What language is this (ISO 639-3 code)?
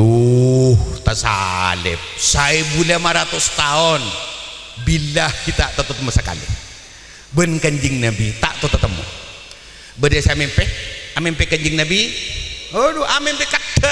mad